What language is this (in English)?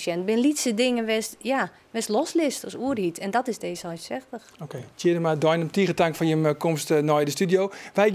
Western Frisian